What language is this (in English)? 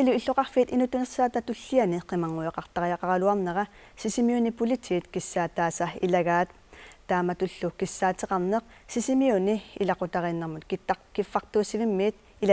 Kalaallisut